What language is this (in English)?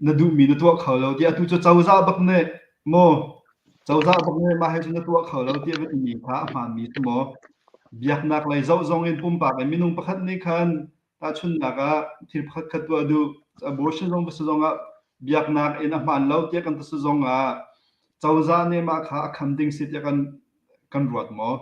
Hakha Chin